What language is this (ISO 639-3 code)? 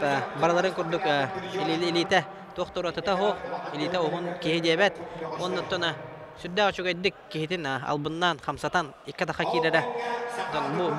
sah